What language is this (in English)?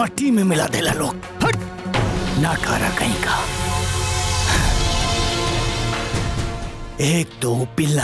Bhojpuri